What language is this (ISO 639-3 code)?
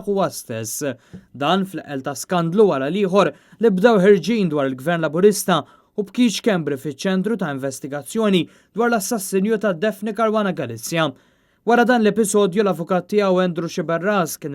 mlt